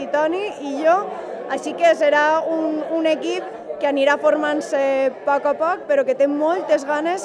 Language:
Catalan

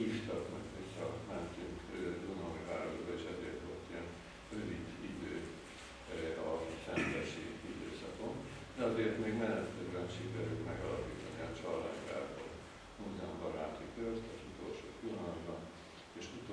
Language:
Hungarian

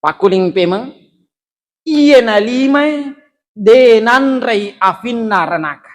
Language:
Buginese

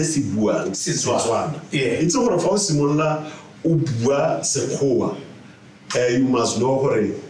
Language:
Tswana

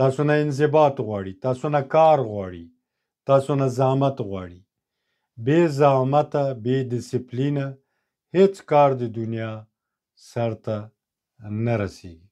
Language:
Pashto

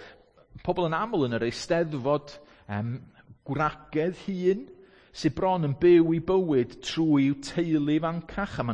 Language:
Welsh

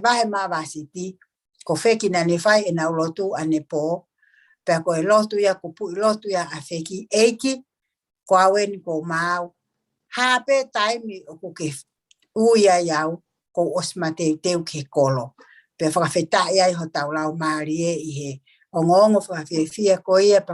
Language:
Tongan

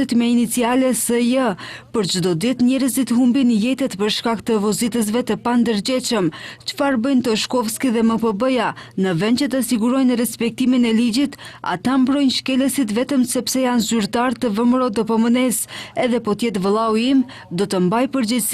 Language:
Albanian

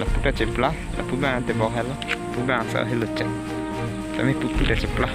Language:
Karbi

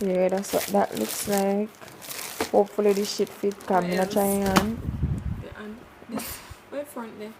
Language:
Jamaican Creole English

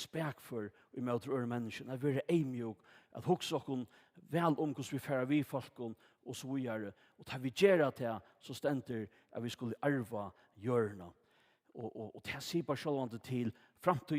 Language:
Faroese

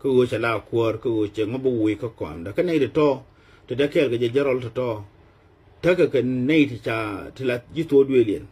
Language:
Nuer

